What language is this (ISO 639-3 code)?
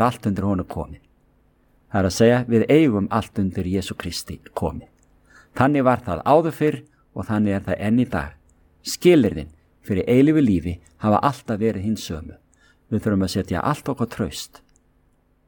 isl